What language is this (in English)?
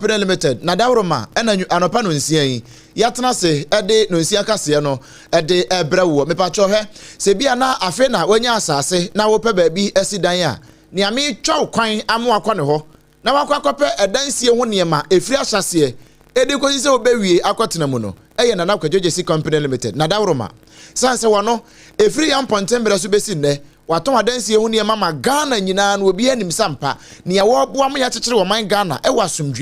Akan